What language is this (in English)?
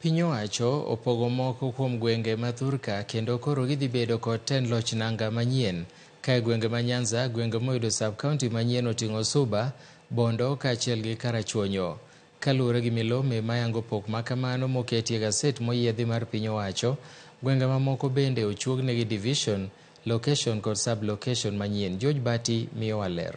Luo (Kenya and Tanzania)